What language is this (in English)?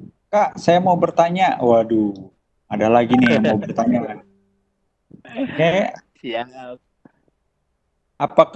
Indonesian